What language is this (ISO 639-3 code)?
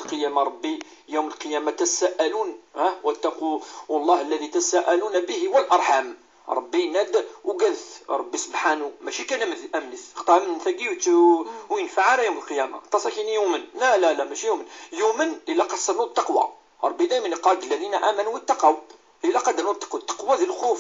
kab